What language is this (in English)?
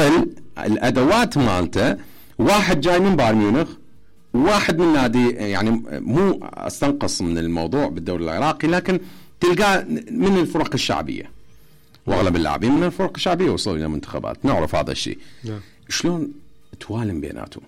Mesopotamian Arabic